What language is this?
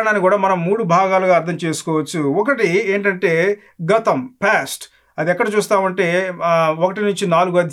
Telugu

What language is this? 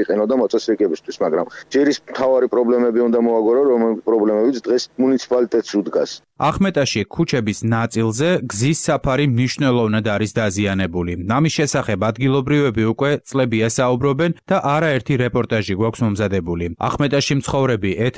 Georgian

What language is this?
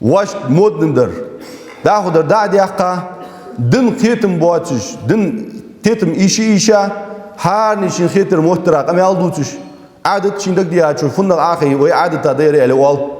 Ingush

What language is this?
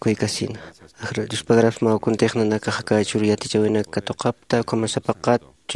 Aymara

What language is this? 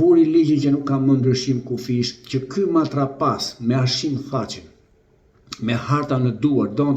Albanian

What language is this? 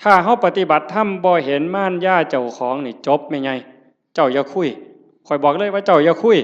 Northeastern Thai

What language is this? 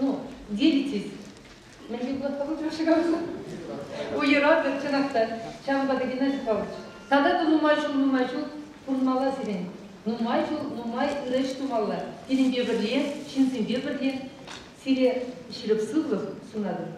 Chuvash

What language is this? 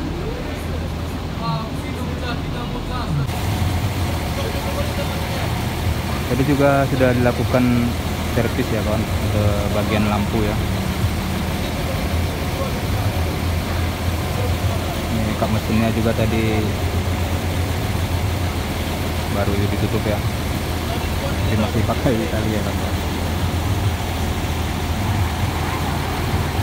Indonesian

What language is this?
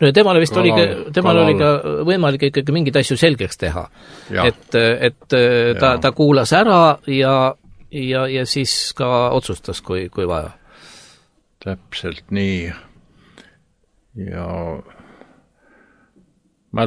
Estonian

